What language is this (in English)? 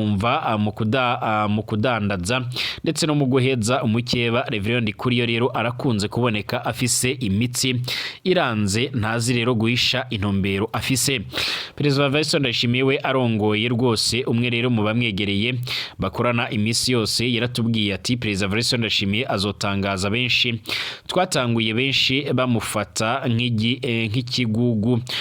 Rundi